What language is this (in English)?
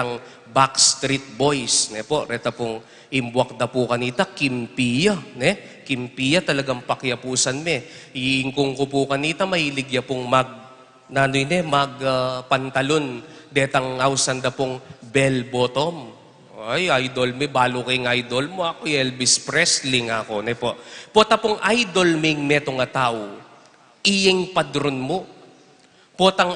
Pampanga